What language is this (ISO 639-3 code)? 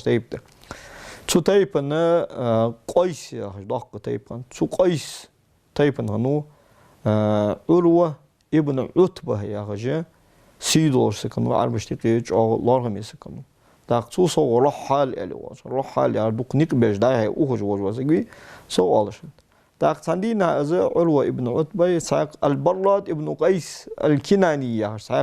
inh